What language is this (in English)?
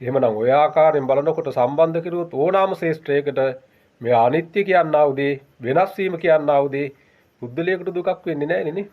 Sinhala